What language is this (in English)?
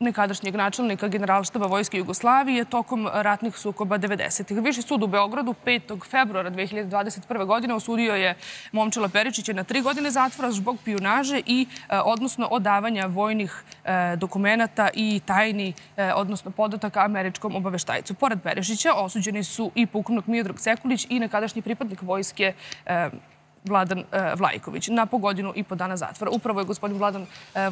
Serbian